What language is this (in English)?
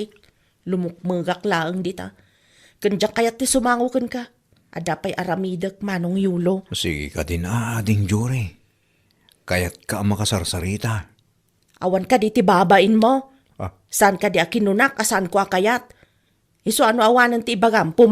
Iloko